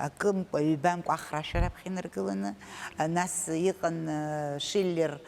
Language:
Abkhazian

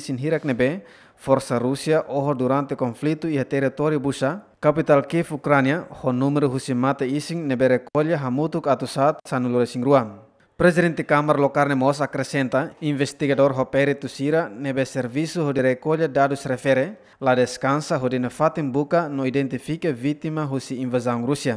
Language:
Tetum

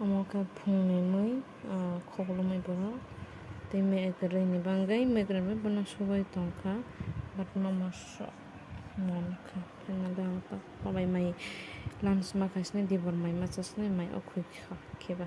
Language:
Kok Borok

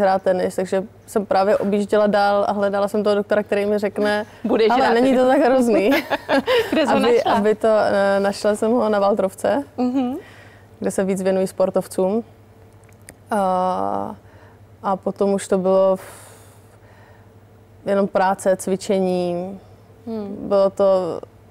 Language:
Czech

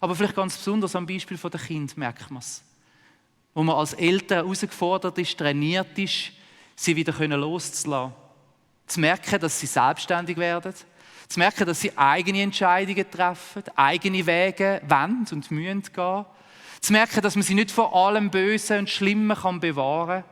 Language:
Swiss German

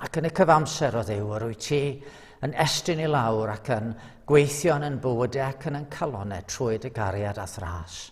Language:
Welsh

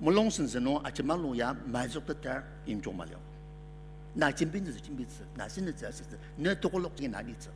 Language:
Ao Naga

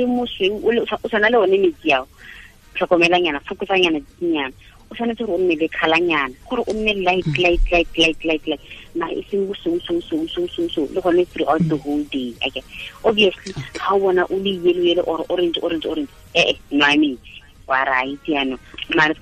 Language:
Tswana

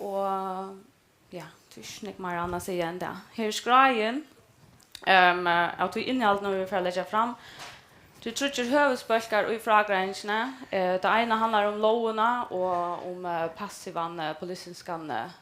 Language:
Faroese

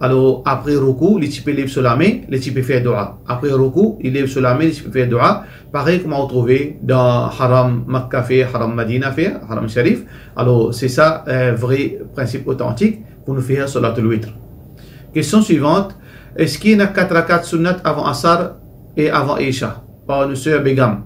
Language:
Morisyen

